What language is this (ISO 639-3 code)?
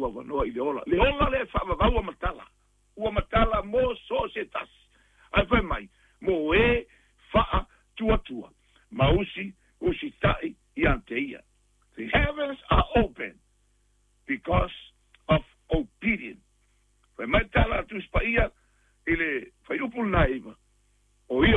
smo